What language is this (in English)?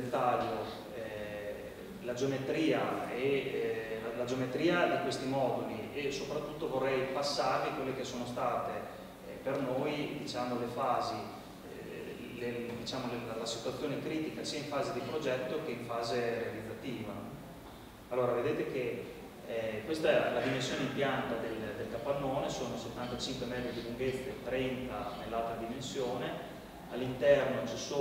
Italian